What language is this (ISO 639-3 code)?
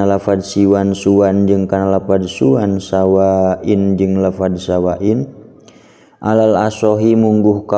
sun